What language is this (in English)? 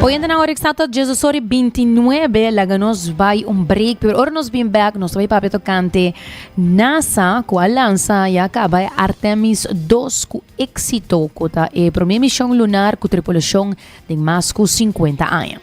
Papiamento